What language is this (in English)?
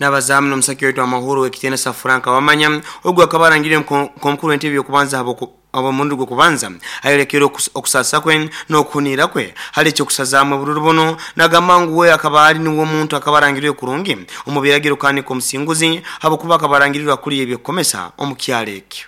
Nyoro